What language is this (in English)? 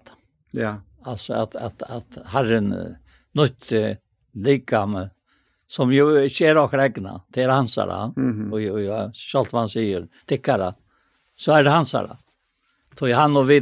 Faroese